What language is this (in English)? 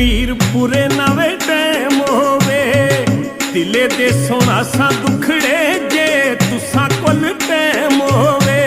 Pahari-Potwari